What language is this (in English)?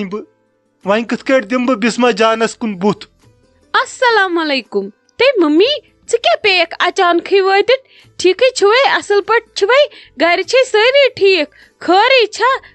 Kashmiri